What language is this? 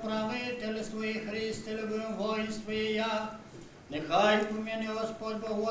Rusyn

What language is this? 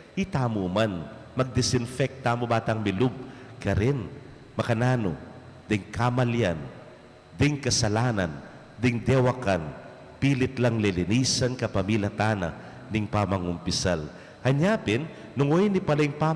Pampanga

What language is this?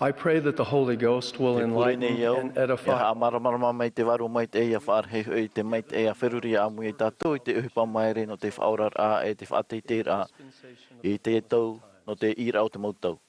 Tahitian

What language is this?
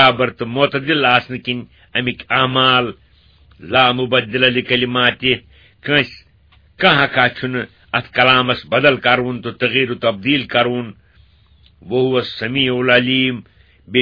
Kashmiri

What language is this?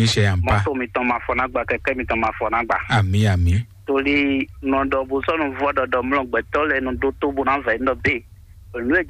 Fon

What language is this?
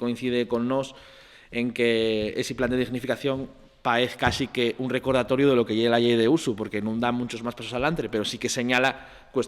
Asturian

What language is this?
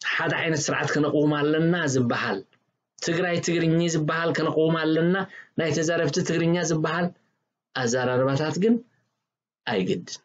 Tigrinya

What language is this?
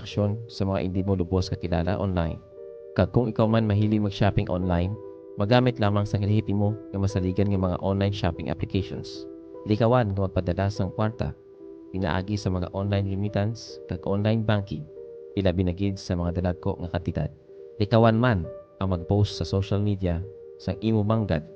Hiligaynon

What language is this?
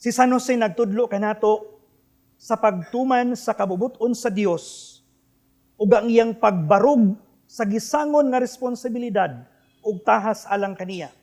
Cebuano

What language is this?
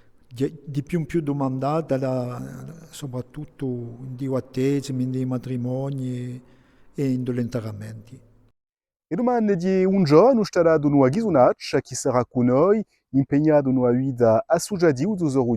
Corsican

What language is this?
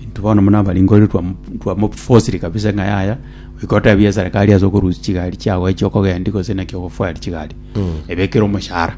Gusii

